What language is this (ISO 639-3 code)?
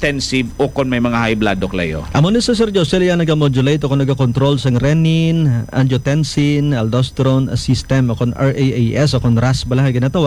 hil